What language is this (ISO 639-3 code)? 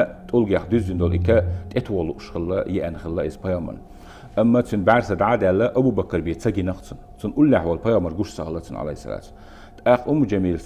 che